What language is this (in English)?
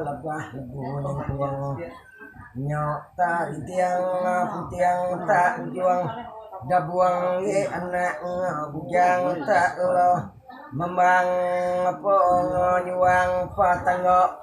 Iban